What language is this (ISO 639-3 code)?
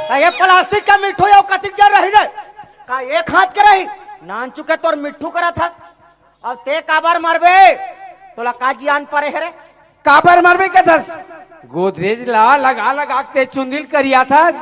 hne